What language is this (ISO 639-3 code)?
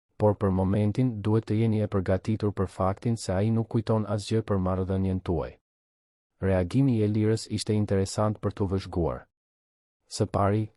sqi